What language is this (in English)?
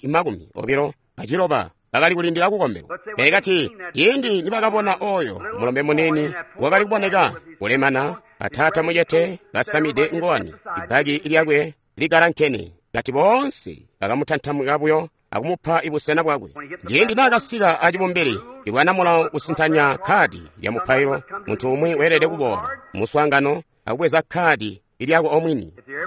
Tonga (Zambia)